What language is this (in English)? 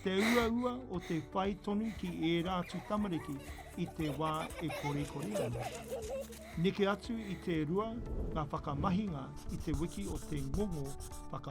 Māori